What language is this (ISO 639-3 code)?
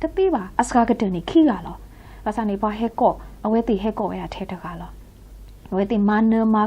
ksw